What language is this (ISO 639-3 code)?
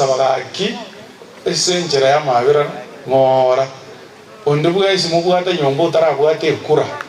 guz